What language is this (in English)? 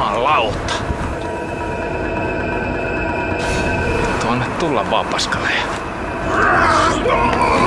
Finnish